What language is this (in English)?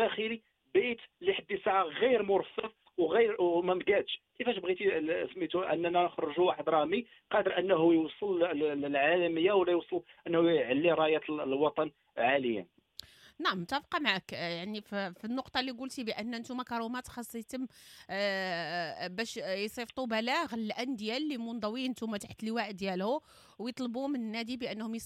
Moroccan Arabic